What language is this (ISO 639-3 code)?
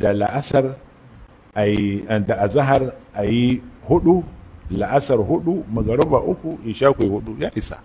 hau